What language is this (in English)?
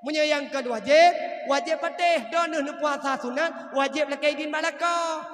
Achinese